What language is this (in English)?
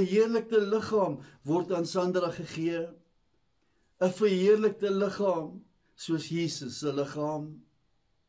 Afrikaans